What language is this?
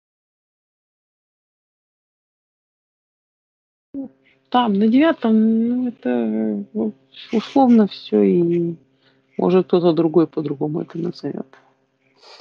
Russian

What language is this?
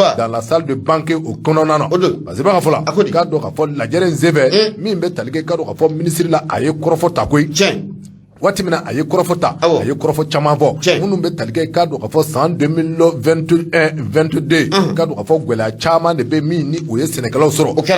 Bambara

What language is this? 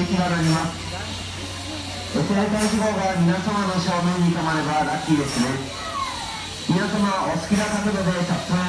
Japanese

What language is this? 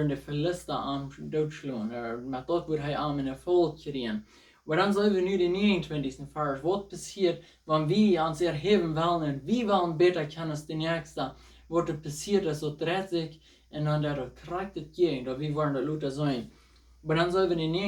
Plautdietsch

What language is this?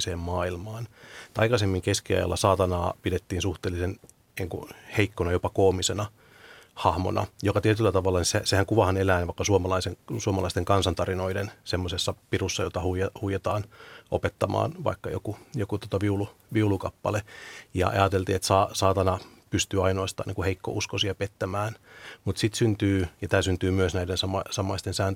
Finnish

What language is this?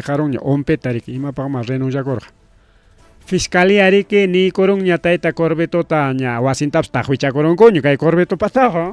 Ayacucho Quechua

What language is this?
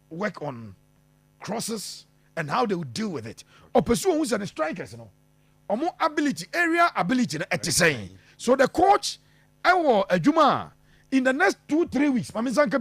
Akan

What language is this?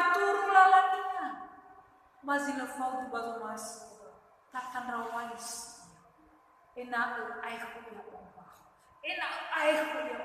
Nias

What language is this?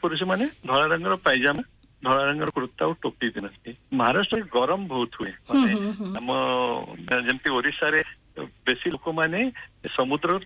Odia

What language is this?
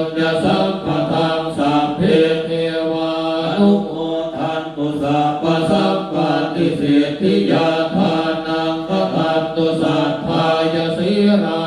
Pali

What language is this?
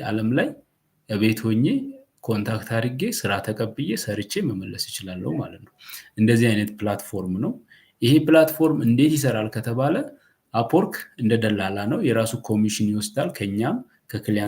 Amharic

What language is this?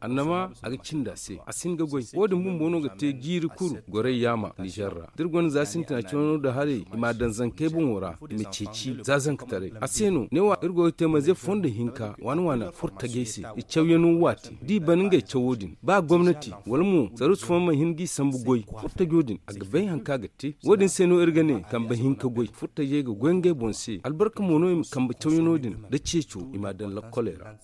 Zarma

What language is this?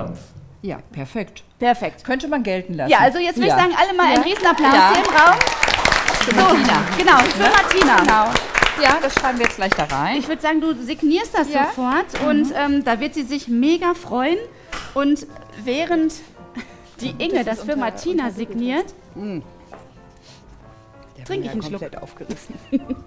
German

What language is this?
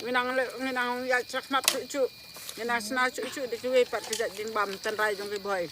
Khasi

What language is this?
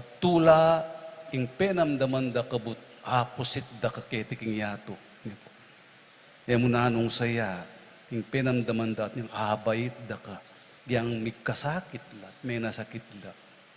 Pampanga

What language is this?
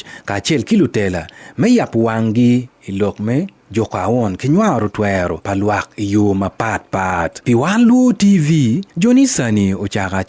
Acoli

